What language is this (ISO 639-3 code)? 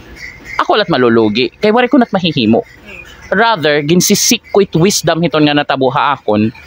war